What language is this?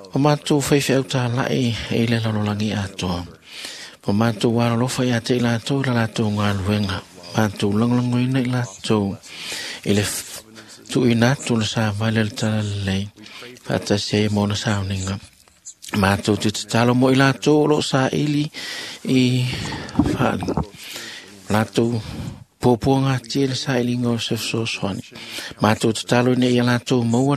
Samoan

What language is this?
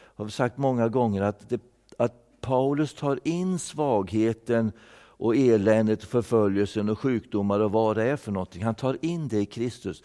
Swedish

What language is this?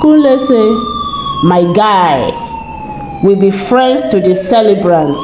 Nigerian Pidgin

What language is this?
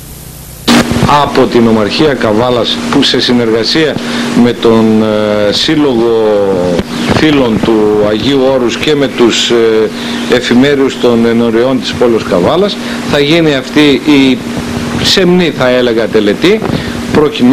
Greek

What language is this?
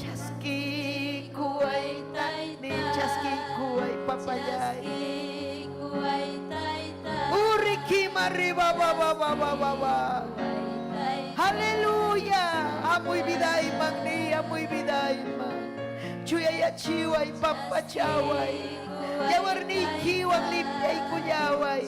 Ayacucho Quechua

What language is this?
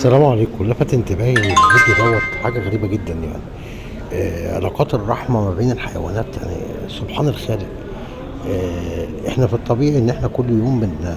Egyptian Arabic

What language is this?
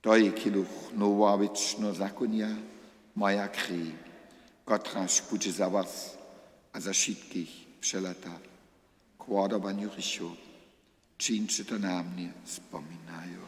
Upper Sorbian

